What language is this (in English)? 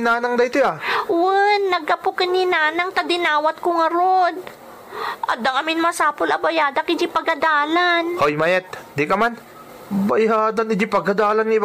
Iloko